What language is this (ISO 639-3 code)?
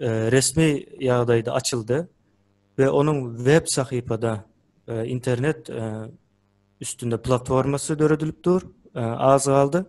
tuk